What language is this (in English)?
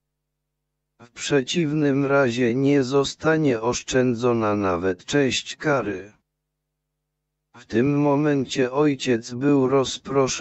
Polish